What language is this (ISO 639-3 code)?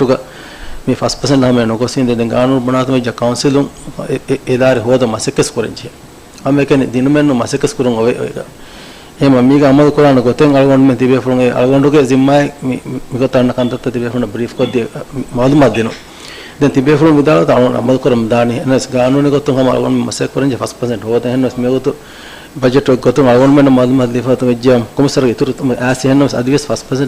div